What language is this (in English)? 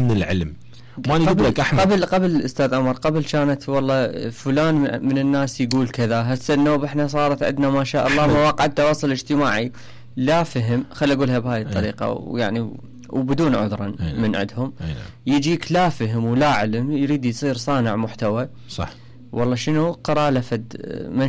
Mesopotamian Arabic